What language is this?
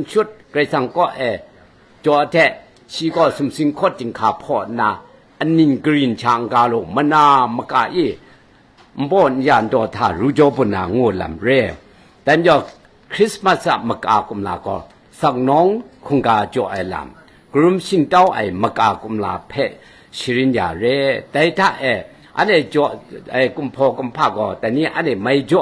Kachin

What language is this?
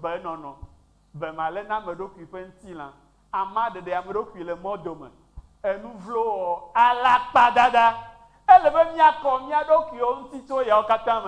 Ewe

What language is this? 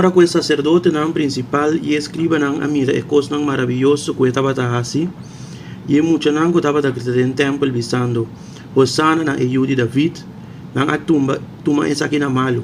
Papiamento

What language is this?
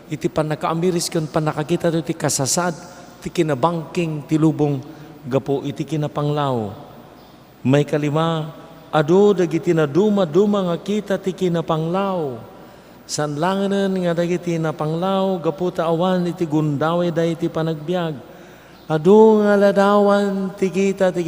Iloko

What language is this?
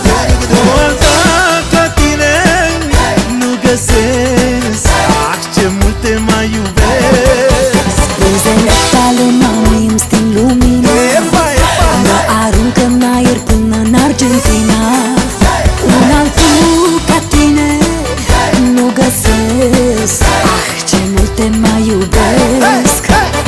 Romanian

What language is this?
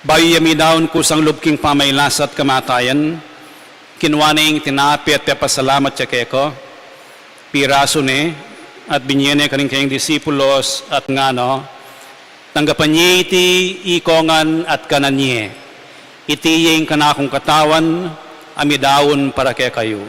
Pampanga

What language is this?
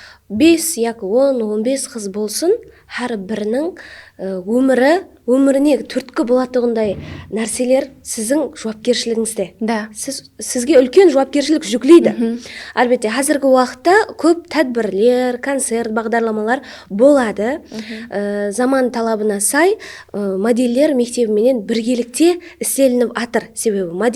Kara-Kalpak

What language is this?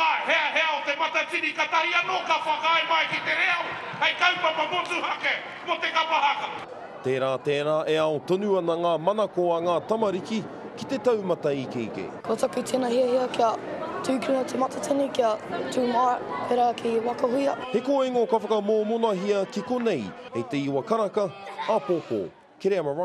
Māori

